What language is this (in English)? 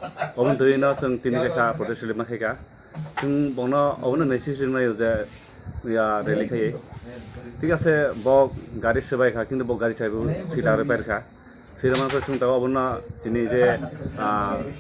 Kok Borok